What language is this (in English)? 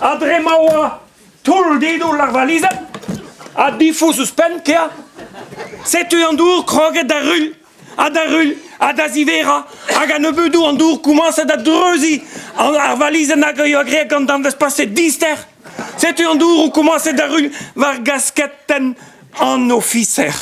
Breton